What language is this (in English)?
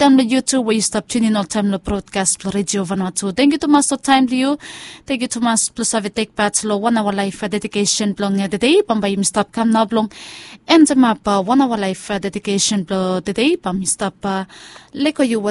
Bislama